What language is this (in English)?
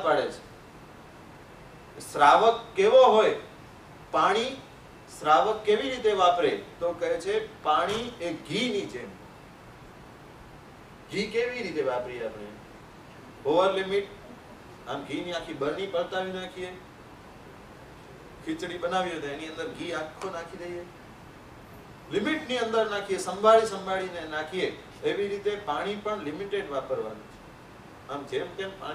Gujarati